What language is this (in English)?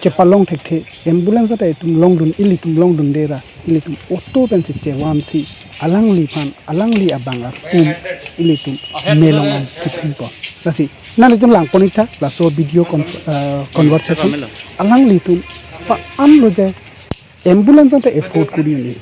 Karbi